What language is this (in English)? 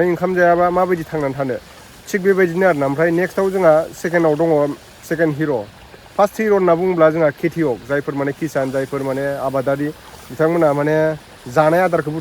Bodo